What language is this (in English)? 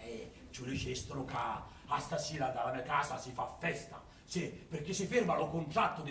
Sicilian